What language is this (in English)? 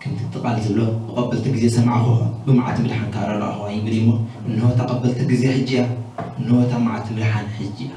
Tigrinya